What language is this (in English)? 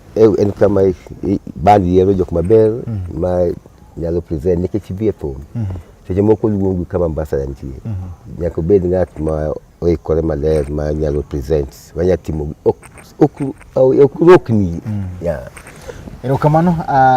Luo (Kenya and Tanzania)